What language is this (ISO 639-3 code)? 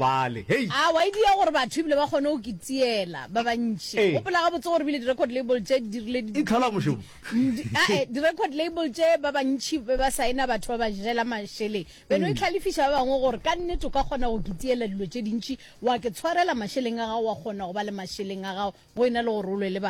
nso